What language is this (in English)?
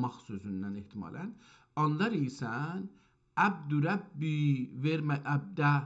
South Azerbaijani